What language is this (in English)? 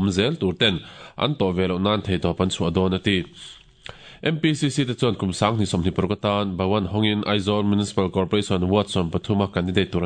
Mizo